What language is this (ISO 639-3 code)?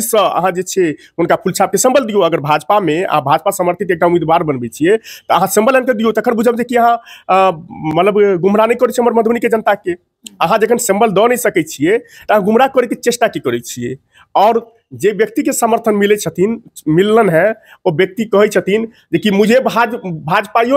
mai